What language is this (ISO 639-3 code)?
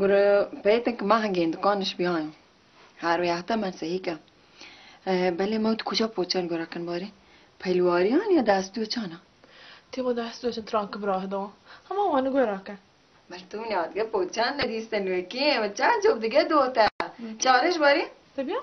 bal